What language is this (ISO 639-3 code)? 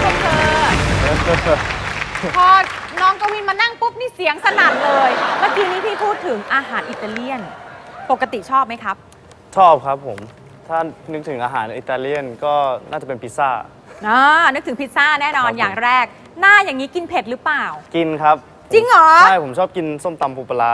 tha